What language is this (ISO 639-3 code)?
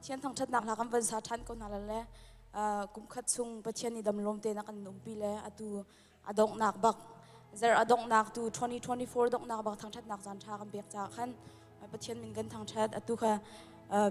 cnh